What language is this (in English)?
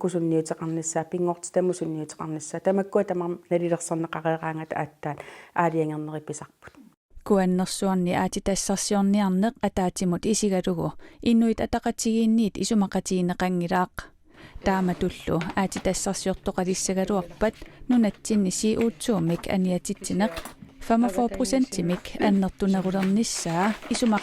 Kalaallisut